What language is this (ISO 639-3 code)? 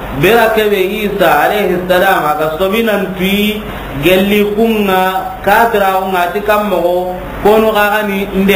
snk